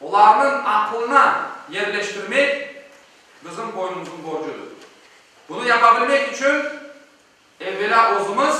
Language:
Crimean Tatar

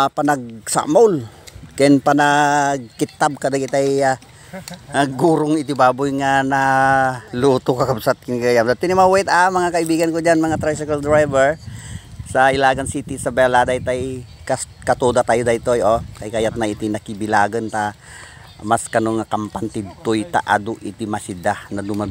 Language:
Iloko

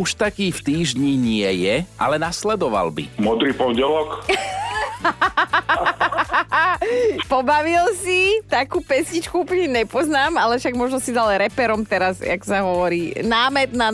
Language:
Slovak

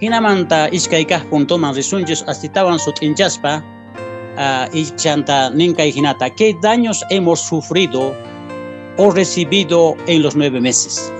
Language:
Quechua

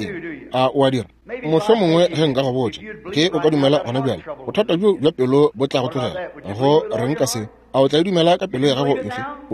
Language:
Northern Sotho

